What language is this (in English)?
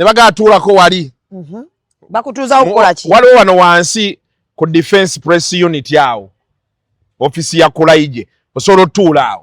Ganda